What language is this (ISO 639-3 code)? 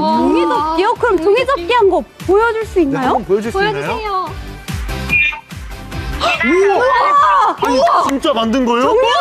kor